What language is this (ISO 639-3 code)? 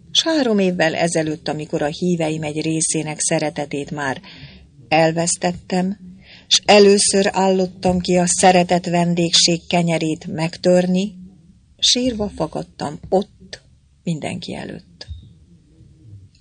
hun